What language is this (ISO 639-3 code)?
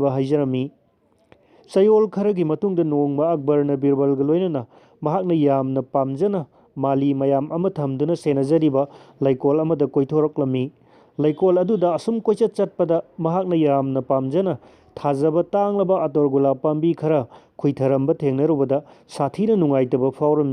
mni